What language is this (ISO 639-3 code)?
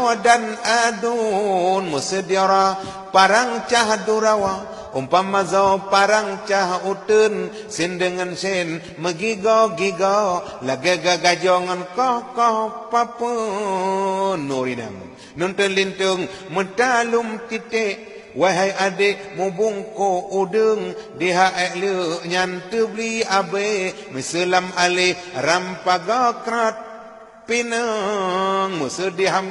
ace